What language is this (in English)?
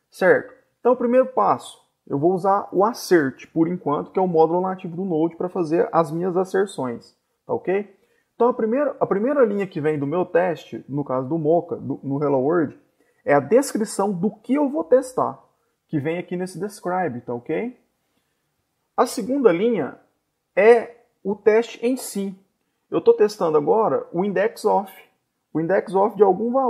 Portuguese